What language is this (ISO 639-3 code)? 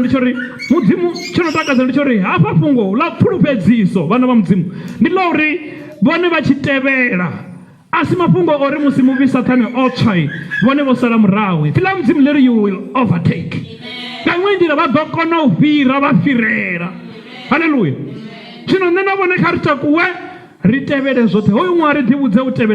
ven